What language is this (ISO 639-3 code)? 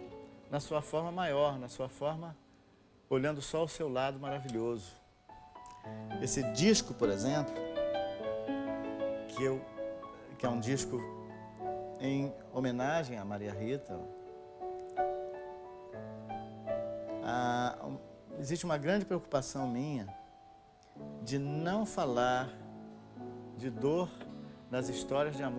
por